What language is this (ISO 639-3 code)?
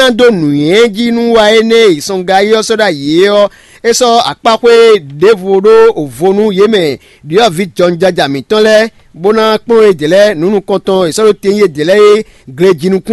fon